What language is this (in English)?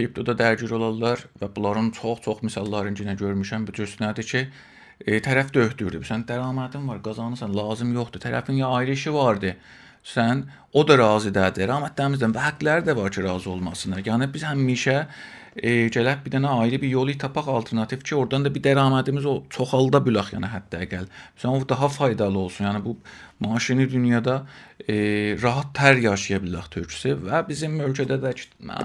South Azerbaijani